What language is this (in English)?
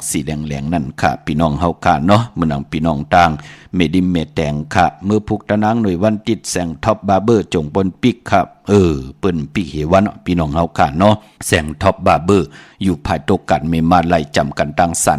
Shan